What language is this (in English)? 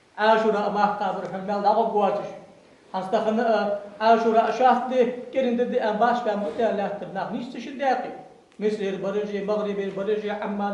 Ingush